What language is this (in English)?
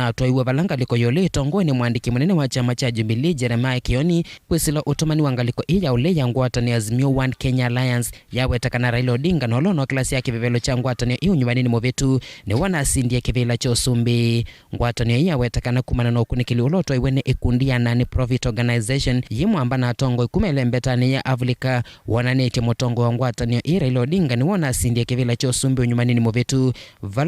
Kamba